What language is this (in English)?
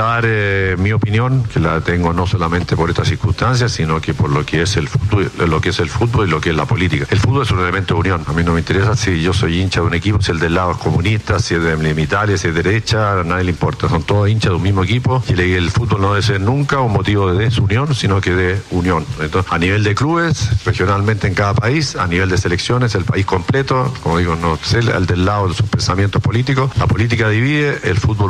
Spanish